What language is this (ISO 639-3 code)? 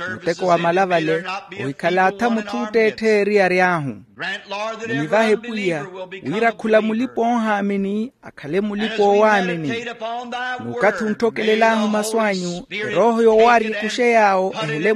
vmw